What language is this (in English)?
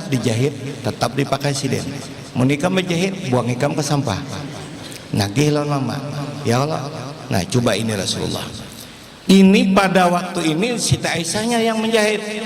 Banjar